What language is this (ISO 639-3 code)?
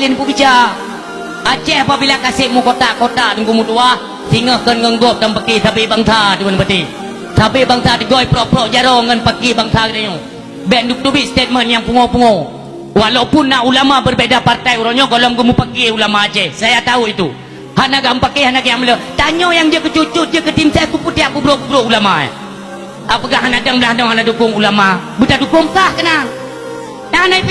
ace